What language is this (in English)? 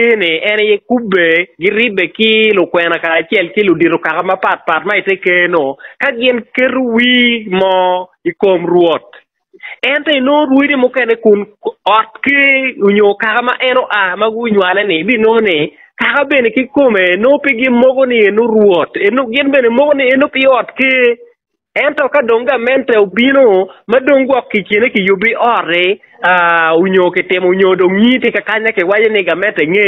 Acoli